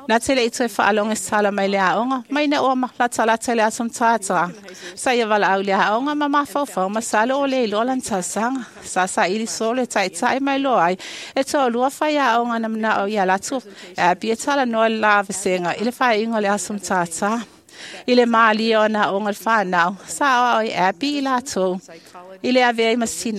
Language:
Samoan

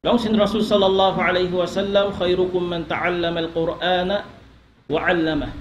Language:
Tausug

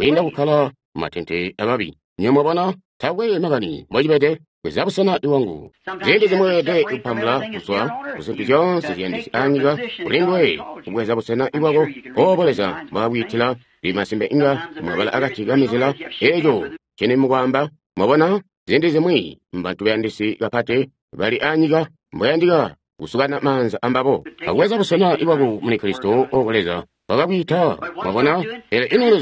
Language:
Tonga (Zambia)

